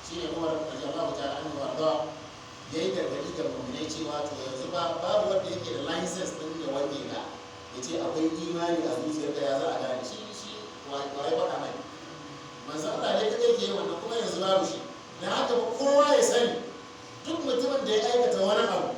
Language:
Hausa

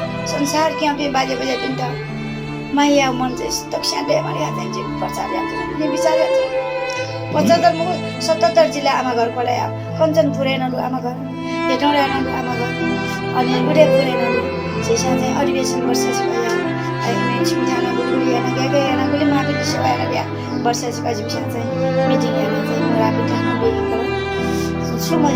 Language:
Newari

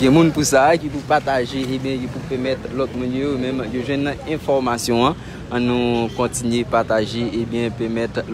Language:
Haitian Creole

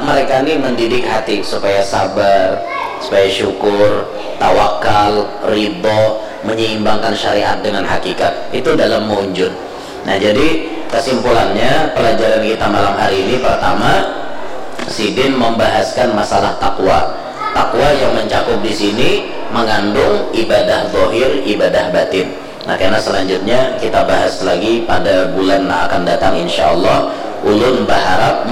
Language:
Banjar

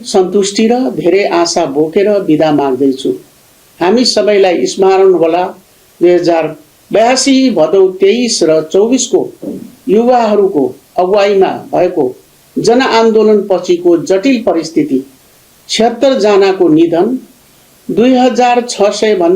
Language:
Nepali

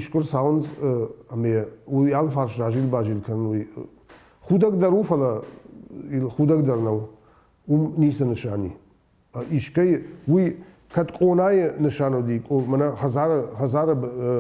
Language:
Ossetic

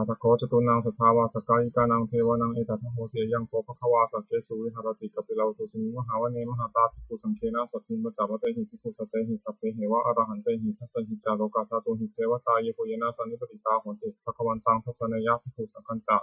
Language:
Pali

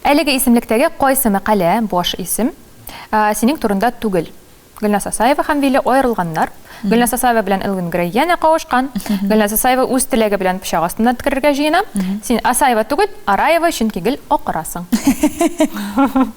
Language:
Tatar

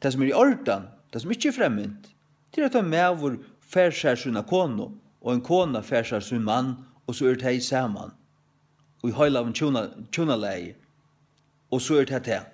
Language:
Faroese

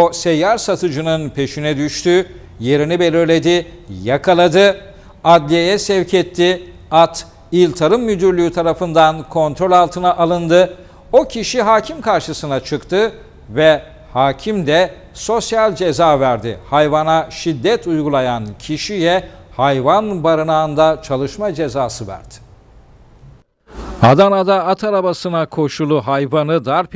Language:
Turkish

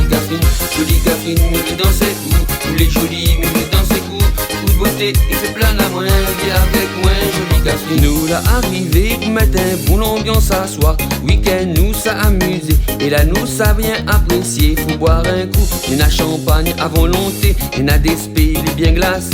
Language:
Réunion Creole French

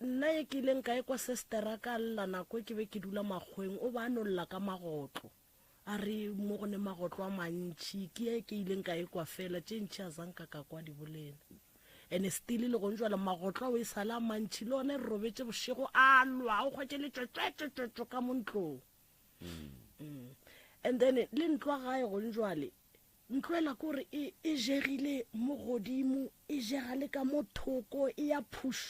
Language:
Northern Sotho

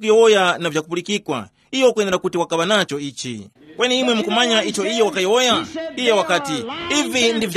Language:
Tumbuka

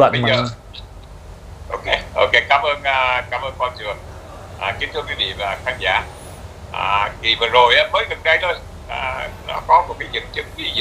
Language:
Vietnamese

